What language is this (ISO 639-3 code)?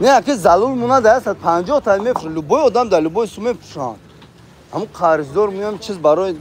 tgk